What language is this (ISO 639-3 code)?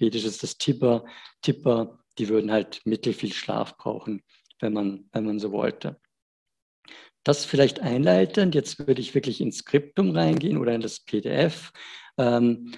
deu